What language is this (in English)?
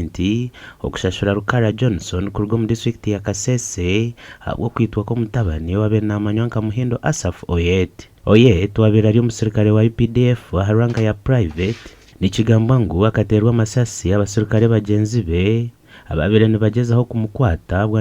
Nyankole